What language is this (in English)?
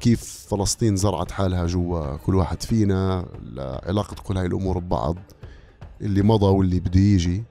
North Levantine Arabic